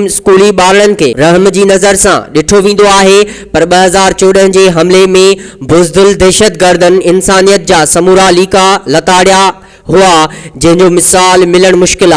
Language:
Sindhi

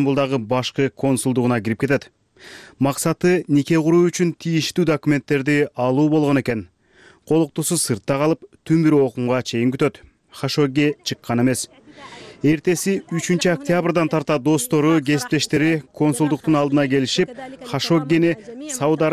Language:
Kyrgyz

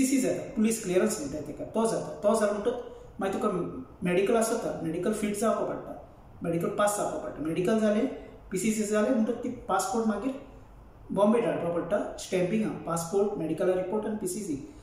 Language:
Konkani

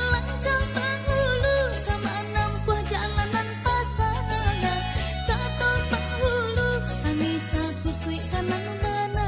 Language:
Minangkabau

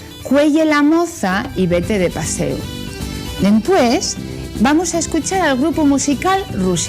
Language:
Asturian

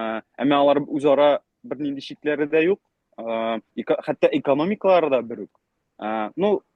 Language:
Bashkir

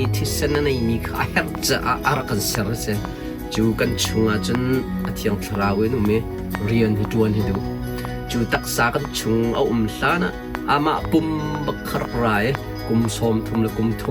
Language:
Hakha Chin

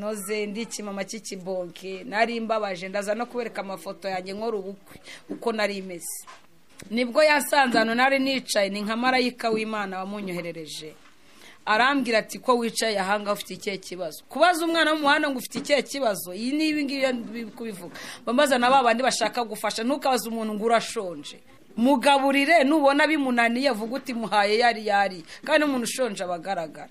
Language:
Kinyarwanda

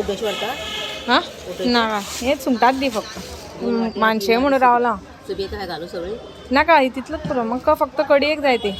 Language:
Konkani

